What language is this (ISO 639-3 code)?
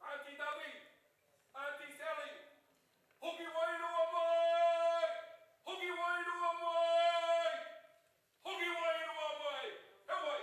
mri